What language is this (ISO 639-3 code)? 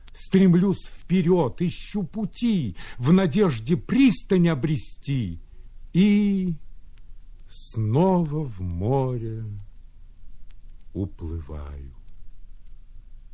rus